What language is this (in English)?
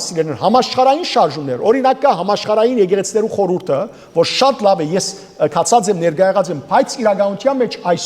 Western Armenian